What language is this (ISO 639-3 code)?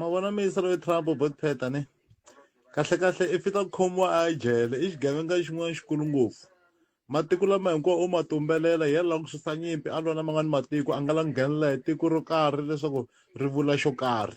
tso